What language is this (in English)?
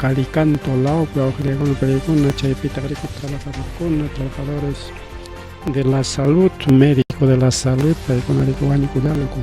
Ayacucho Quechua